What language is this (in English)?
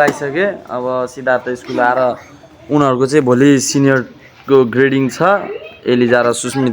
Nepali